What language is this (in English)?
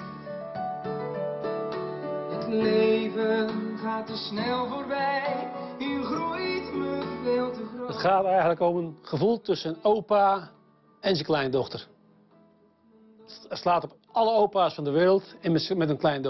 Dutch